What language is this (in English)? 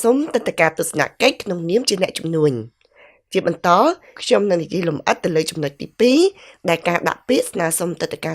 Khmer